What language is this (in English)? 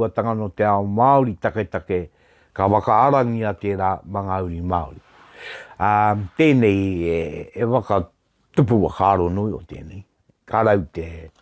Māori